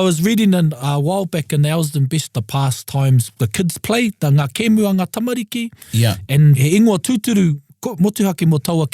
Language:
Māori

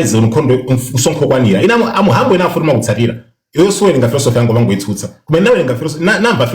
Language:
Nyanja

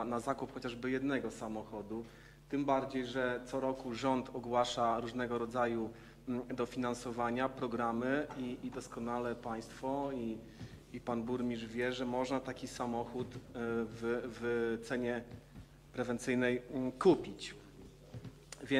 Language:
Polish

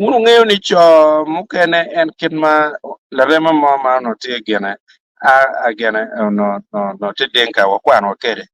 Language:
Acoli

